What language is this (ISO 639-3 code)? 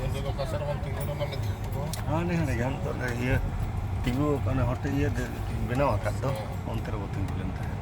sat